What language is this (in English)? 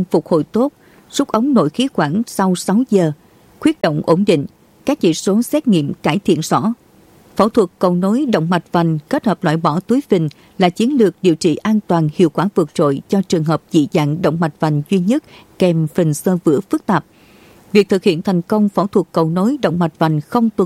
Vietnamese